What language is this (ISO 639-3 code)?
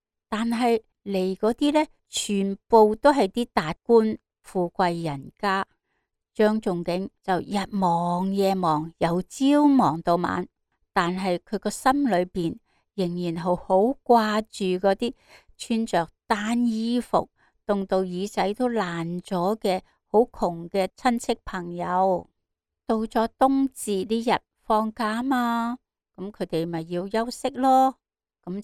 yue